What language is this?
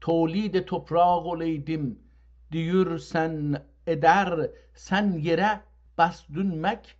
South Azerbaijani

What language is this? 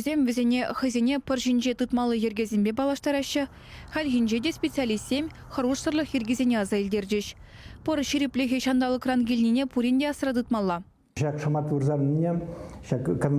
Chuvash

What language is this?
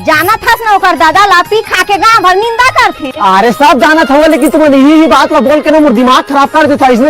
Chhattisgarhi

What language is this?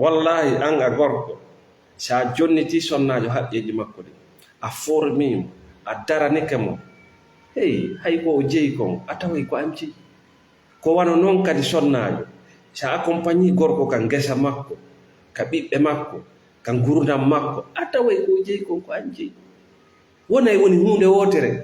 Fula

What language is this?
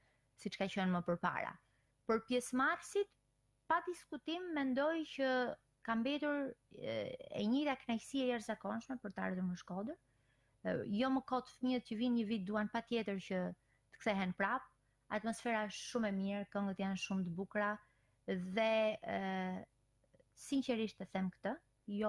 Albanian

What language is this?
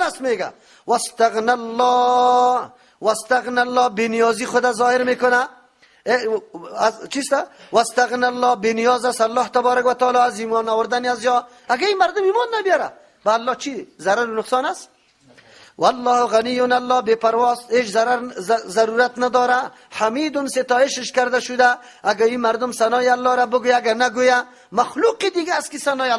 Persian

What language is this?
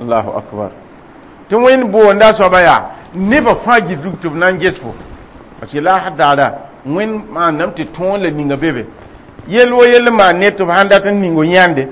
Mossi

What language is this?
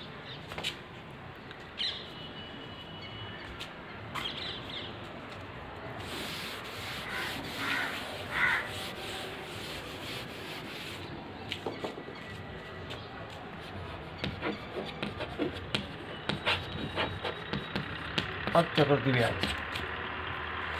Hindi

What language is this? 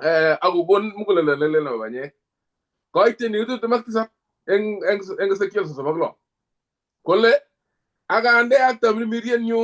Kalenjin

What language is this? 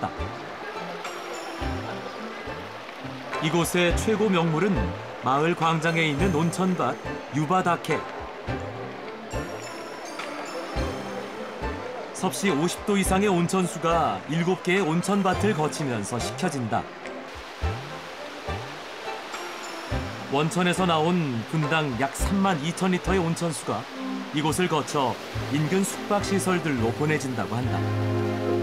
Korean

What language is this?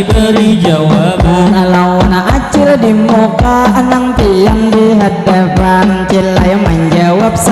Banjar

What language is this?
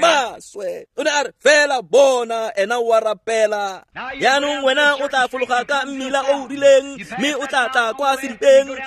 Tswana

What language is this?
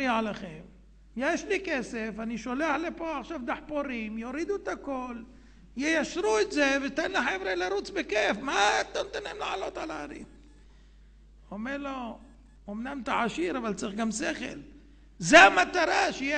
Hebrew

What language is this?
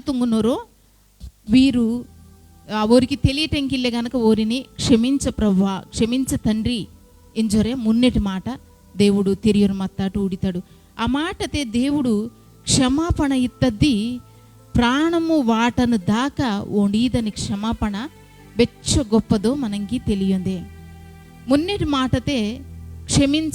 Koya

